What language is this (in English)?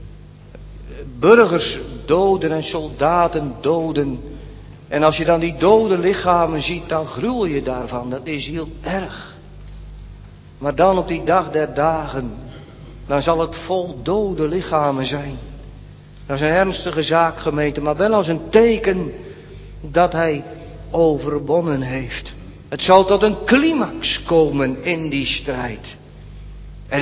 Dutch